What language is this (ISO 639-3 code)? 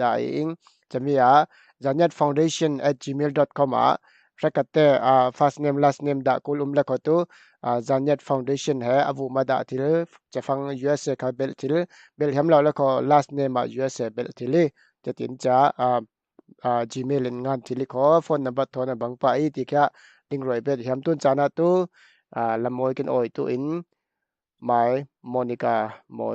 cfm